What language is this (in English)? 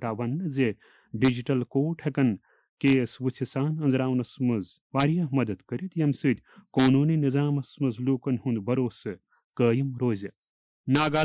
Kashmiri